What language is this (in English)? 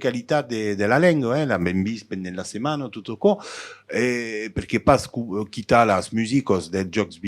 Occitan